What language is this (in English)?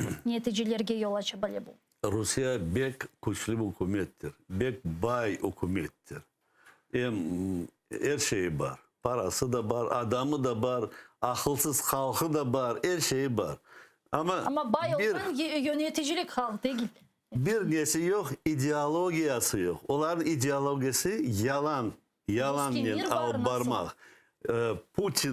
Crimean Tatar